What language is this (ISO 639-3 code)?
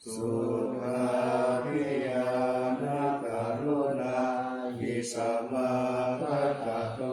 pli